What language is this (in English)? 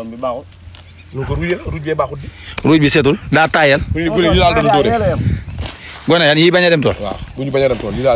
Wolof